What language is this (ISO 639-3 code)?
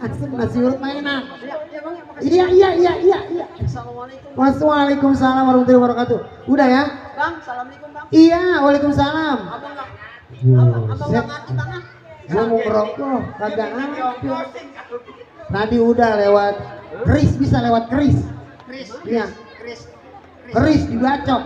bew